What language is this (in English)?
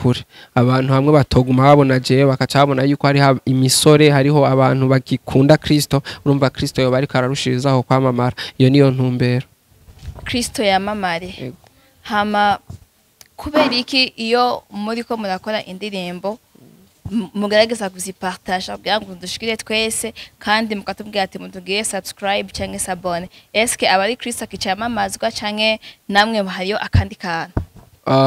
Rundi